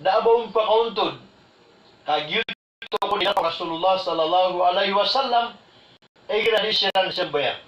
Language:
Maranao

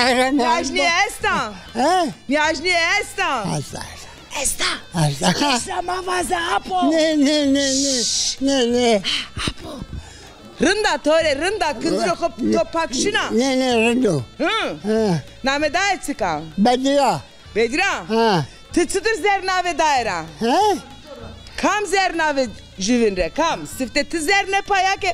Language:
Zaza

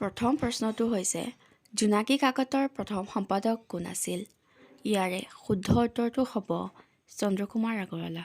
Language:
Assamese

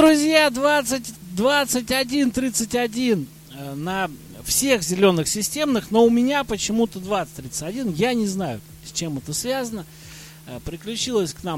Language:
Russian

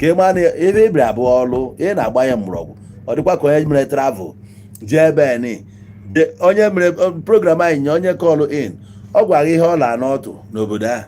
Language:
Igbo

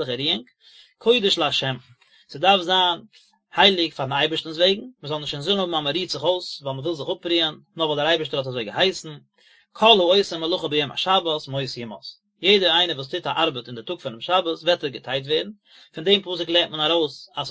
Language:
Yiddish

